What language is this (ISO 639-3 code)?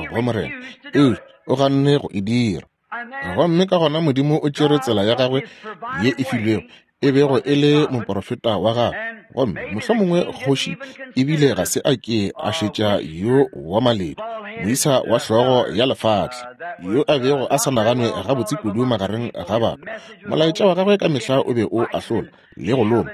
nso